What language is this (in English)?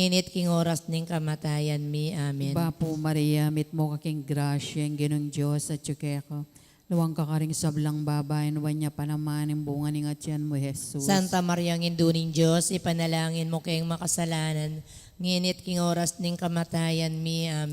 Pampanga